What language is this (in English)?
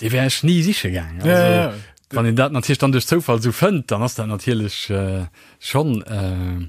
Luxembourgish